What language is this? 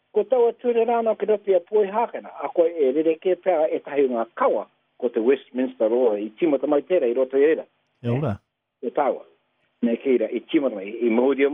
Māori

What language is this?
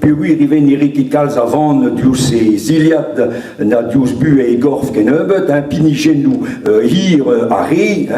Breton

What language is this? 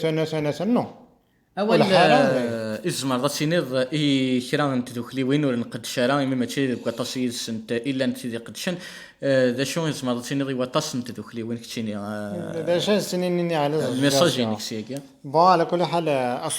Kabyle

